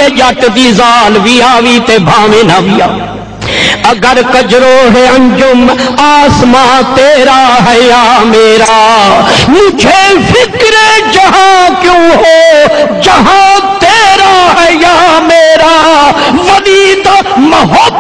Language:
Saraiki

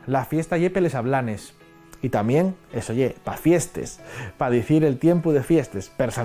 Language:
Asturian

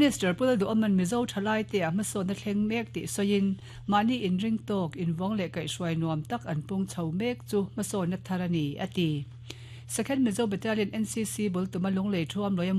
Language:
Mizo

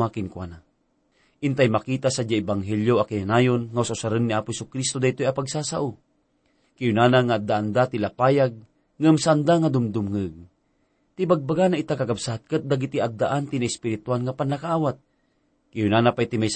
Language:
Iloko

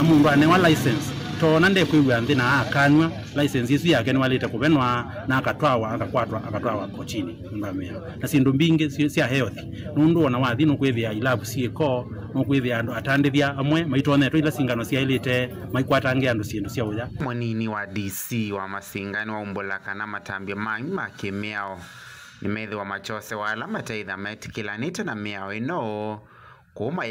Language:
Kamba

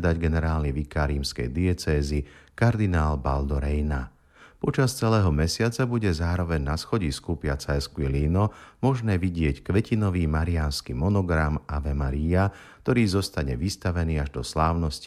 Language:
Slovak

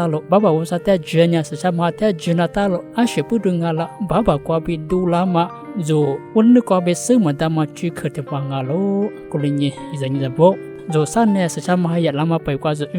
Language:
Lisu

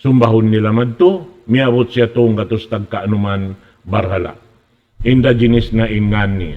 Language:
Tausug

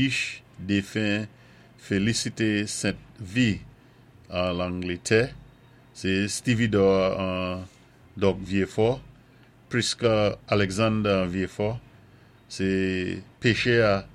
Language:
Saint Lucian Creole French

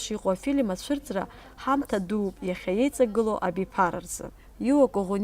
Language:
Abkhazian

